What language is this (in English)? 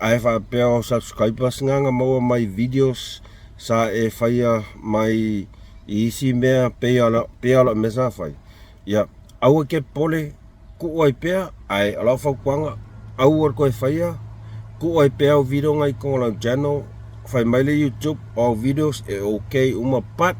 Samoan